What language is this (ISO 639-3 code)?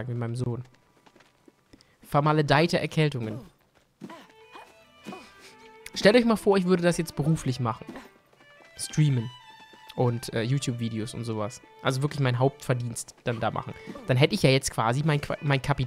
deu